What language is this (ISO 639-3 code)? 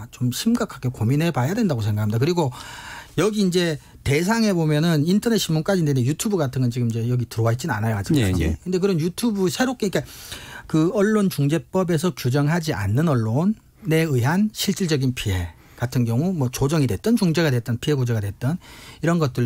kor